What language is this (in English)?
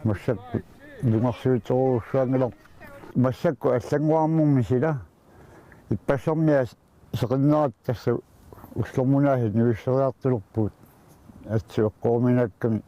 Kalaallisut